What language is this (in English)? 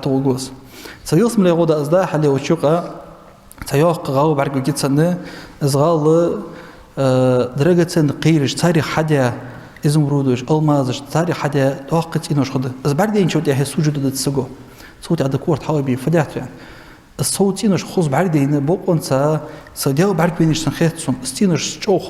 Ingush